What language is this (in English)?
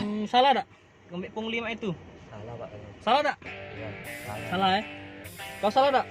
Musi